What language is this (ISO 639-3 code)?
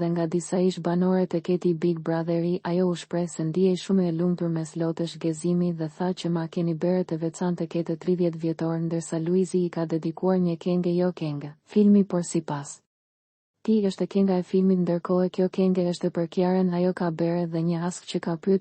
sqi